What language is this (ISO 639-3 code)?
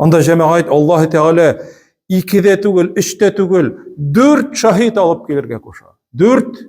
tat